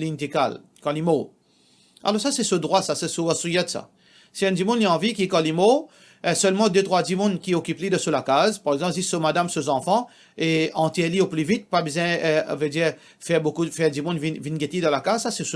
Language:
Morisyen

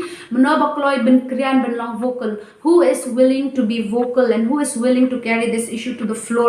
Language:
Khasi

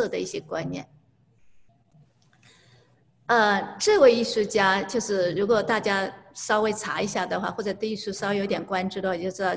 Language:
Chinese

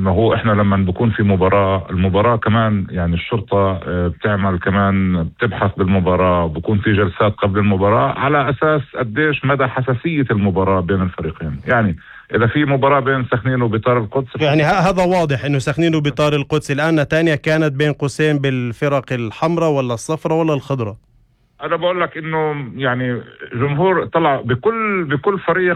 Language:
North Levantine Arabic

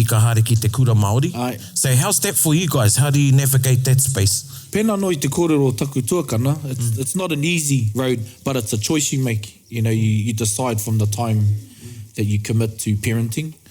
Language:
Māori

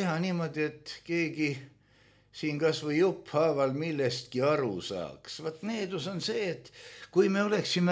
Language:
Estonian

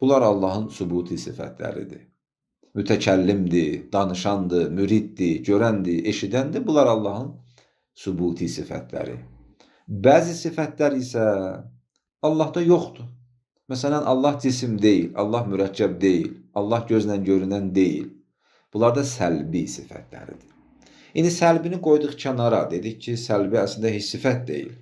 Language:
Azerbaijani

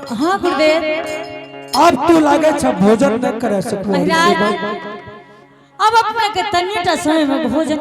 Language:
Angika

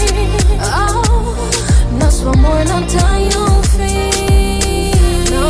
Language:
Portuguese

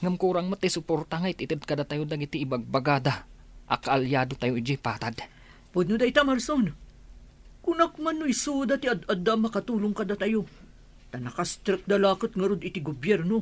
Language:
Iloko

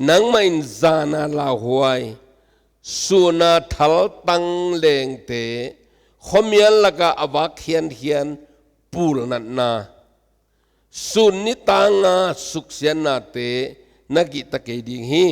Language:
Tedim Chin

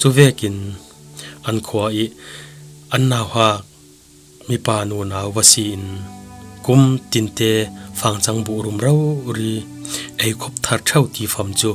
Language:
Falam Chin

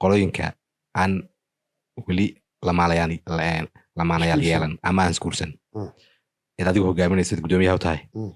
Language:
Somali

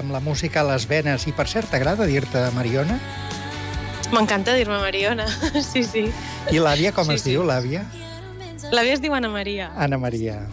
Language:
Catalan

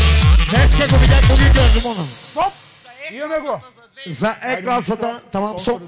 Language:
Bulgarian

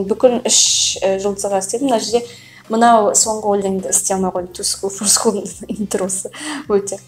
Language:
Kazakh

